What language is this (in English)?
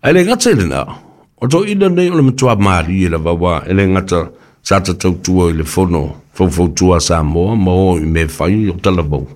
Samoan